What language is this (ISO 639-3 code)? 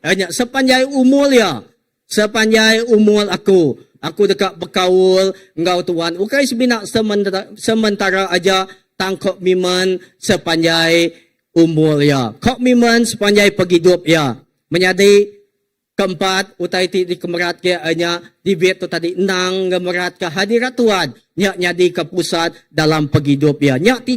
iba